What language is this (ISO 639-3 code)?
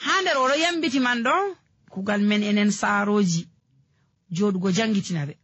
fuv